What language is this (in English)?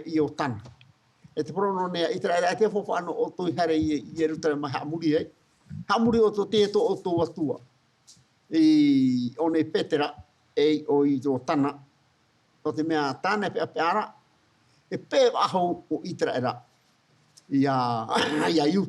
Tahitian